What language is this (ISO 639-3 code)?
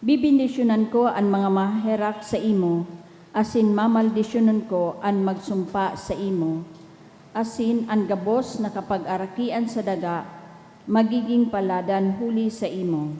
bik